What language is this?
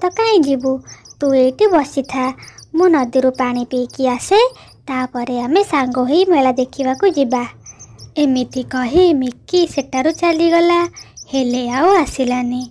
Odia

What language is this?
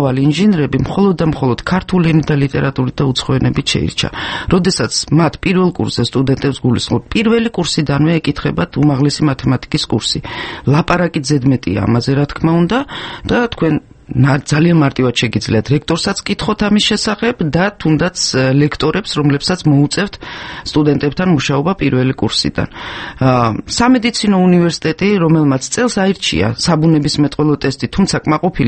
Georgian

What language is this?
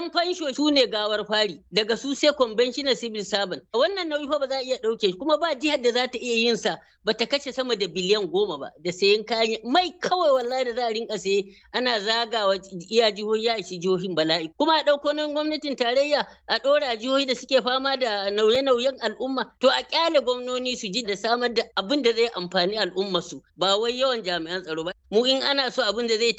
Hausa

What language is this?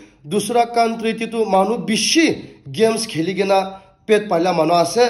Naga Pidgin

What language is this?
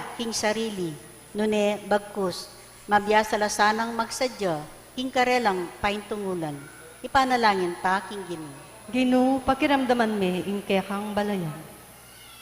Pampanga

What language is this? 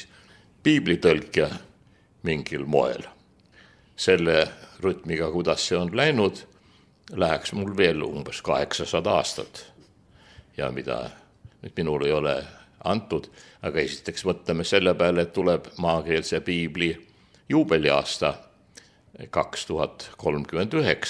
Estonian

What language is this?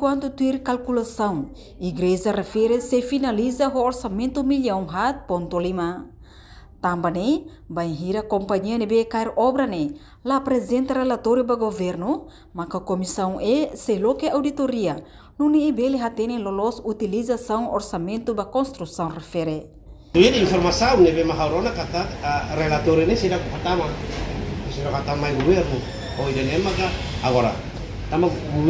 Tetum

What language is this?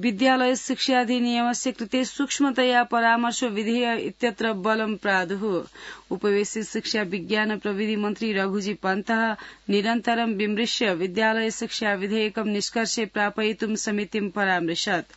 Sanskrit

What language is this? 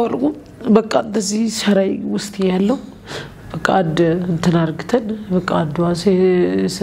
Amharic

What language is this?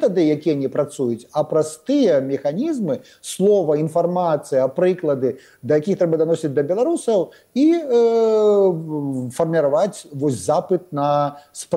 Belarusian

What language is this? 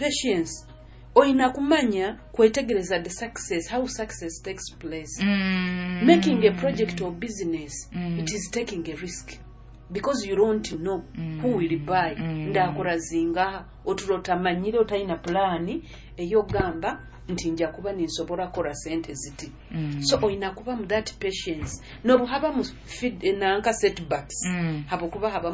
Nyoro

